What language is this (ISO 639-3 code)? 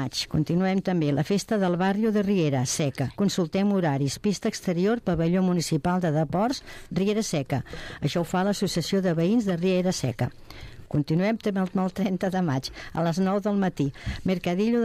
cat